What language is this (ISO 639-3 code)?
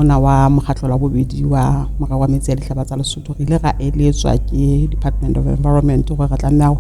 sot